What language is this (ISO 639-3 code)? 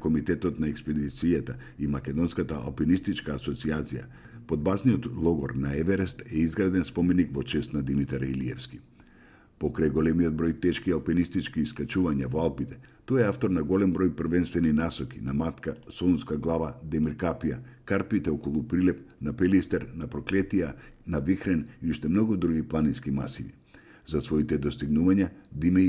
mkd